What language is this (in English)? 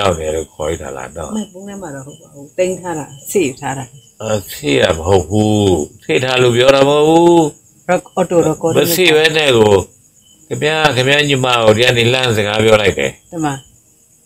Burmese